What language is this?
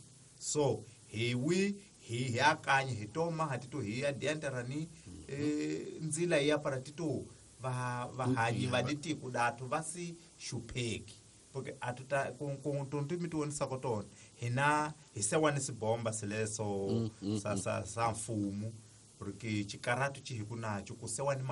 Tsonga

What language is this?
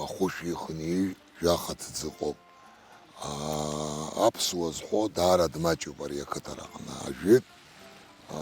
Abkhazian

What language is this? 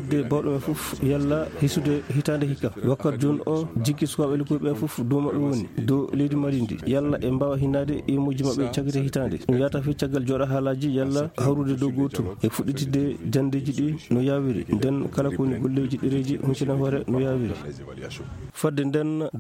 Fula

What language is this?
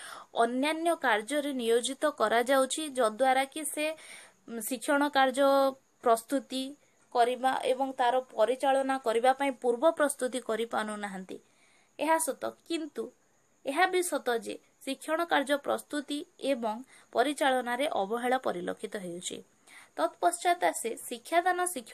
Odia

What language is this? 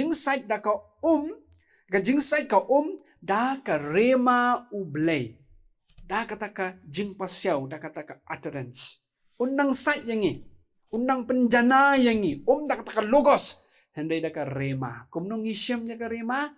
Khasi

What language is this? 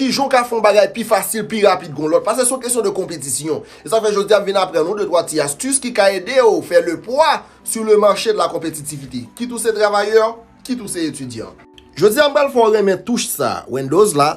Haitian Creole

